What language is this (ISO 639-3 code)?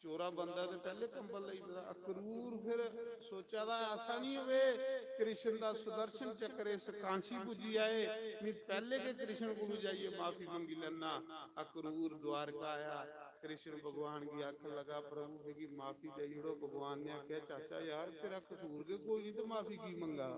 doi